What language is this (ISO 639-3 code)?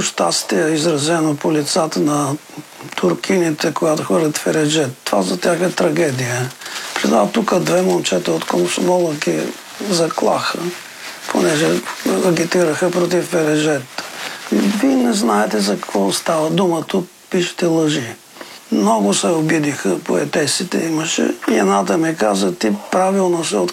bul